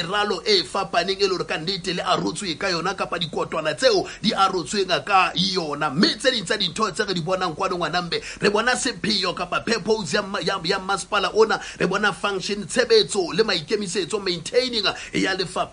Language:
Southern Sotho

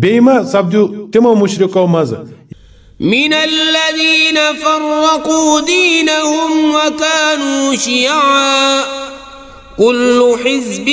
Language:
Kashmiri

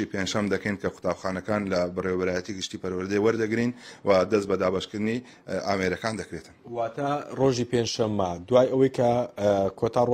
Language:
Central Kurdish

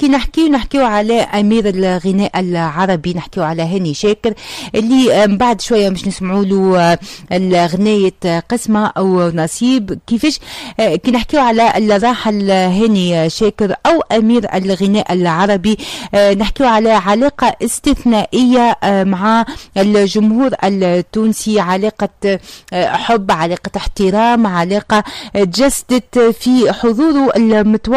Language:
Tunisian Arabic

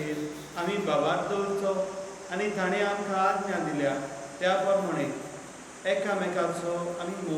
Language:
Konkani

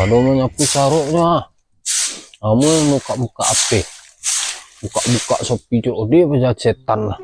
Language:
Minangkabau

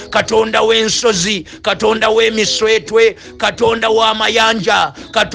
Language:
Ganda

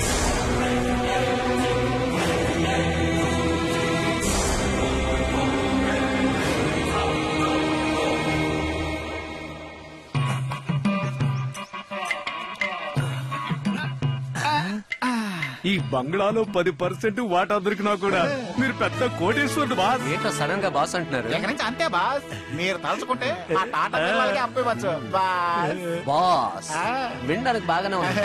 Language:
Telugu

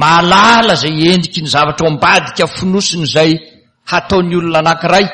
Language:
Malagasy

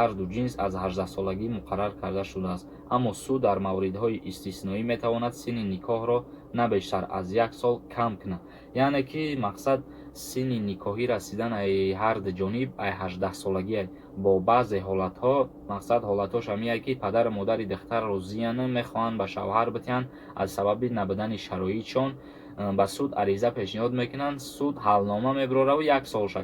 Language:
Tajik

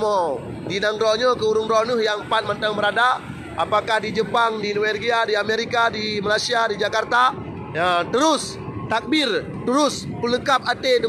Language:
Achinese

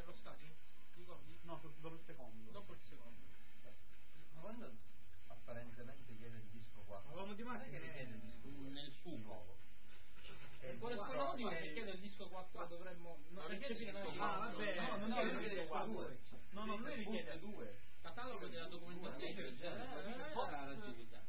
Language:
Italian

